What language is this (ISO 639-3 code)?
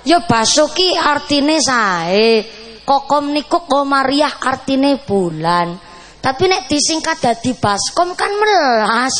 jav